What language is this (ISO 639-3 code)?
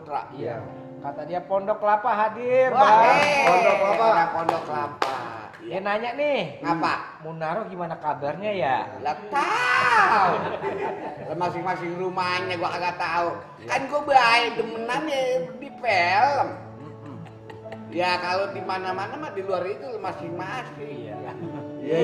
bew